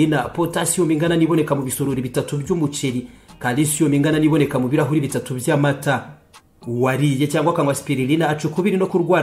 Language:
Kinyarwanda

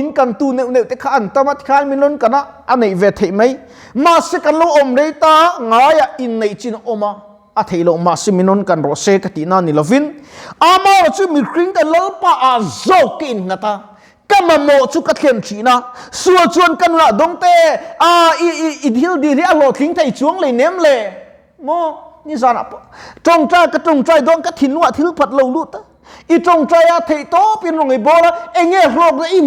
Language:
Mizo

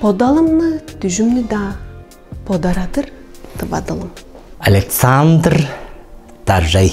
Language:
Tuvinian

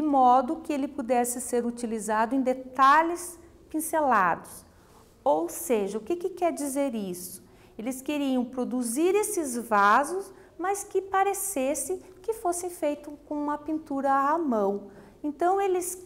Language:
Portuguese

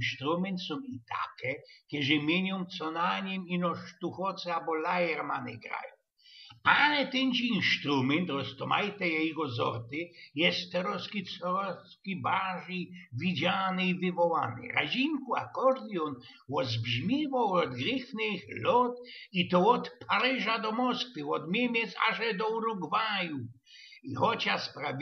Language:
Silesian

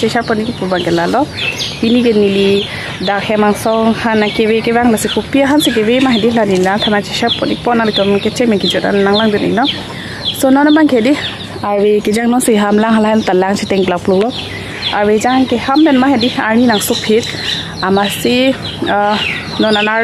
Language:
Karbi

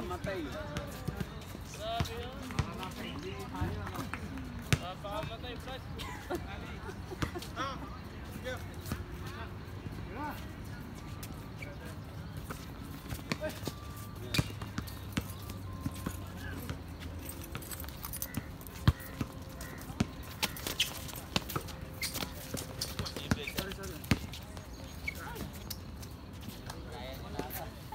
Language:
Filipino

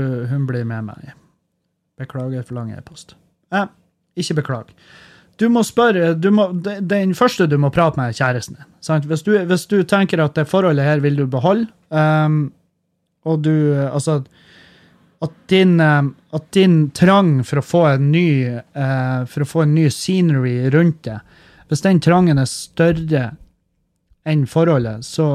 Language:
Norwegian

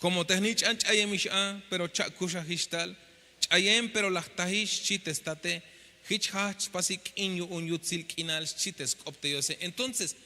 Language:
Tzeltal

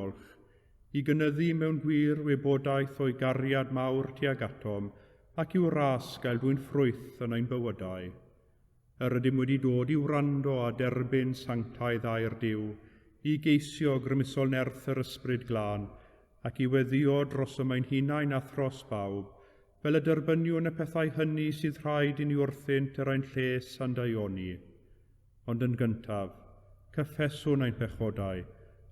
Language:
Welsh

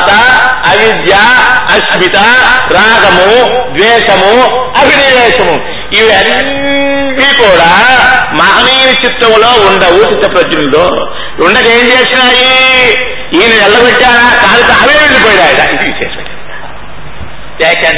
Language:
Telugu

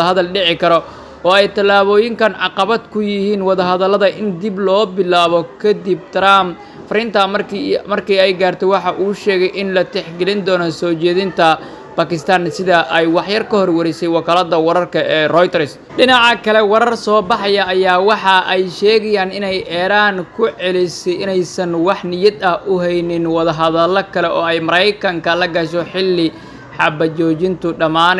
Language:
Somali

